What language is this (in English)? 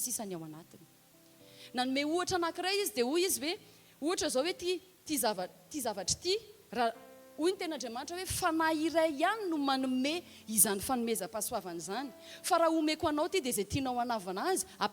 Malagasy